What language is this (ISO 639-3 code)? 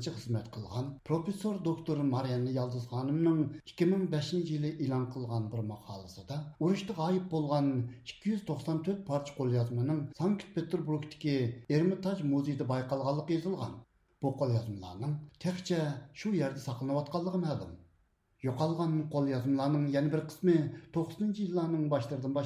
uig